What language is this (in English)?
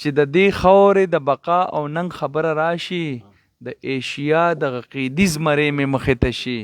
Pashto